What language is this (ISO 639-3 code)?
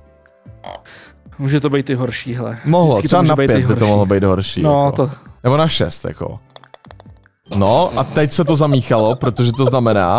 ces